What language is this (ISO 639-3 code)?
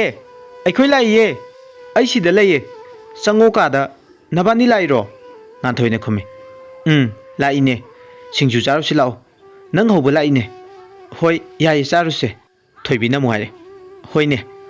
mni